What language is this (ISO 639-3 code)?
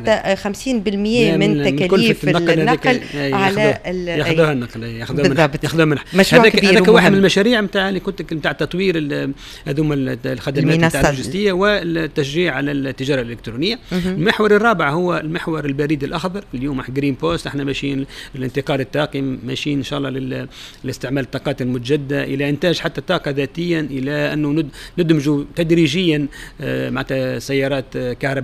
aeb